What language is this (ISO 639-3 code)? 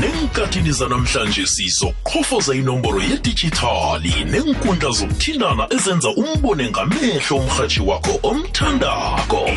nbl